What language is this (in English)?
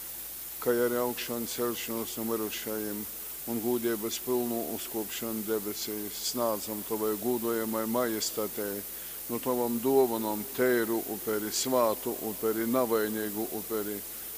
Latgalian